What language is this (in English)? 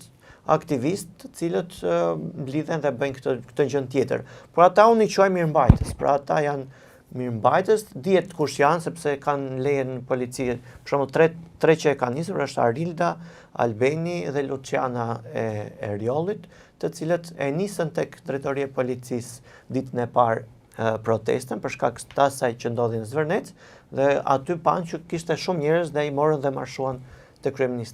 Albanian